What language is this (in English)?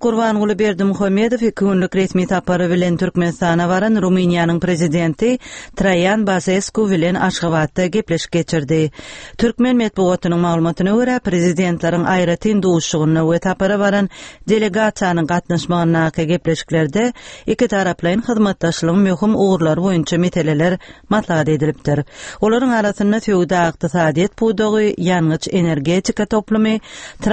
Turkmen